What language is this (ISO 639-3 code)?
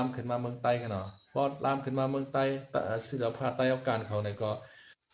shn